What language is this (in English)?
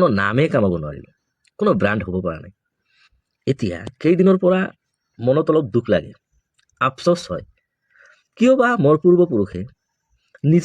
Assamese